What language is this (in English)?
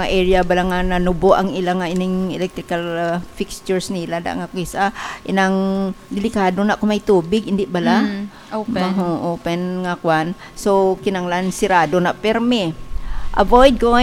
Hiligaynon